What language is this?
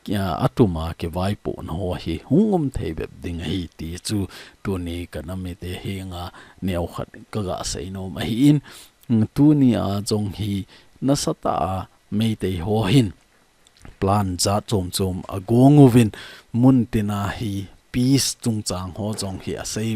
Thado Chin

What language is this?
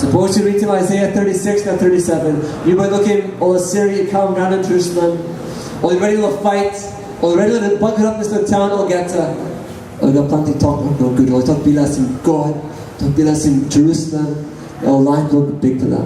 Tok Pisin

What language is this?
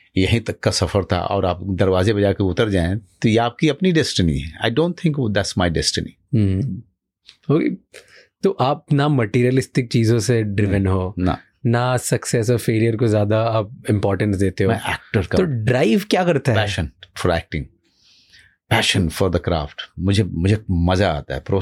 Hindi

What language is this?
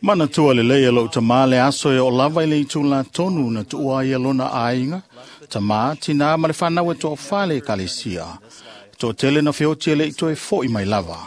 Samoan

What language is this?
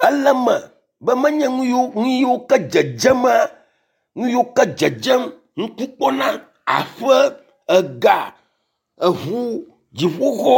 Ewe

